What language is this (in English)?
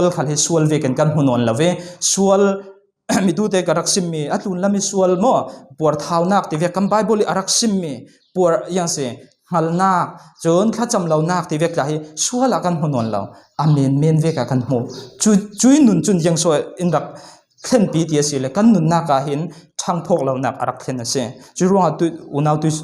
Falam Chin